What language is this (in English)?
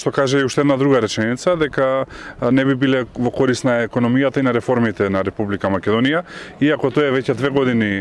Macedonian